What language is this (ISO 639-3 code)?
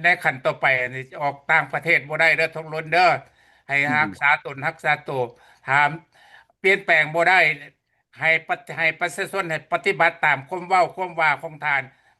lao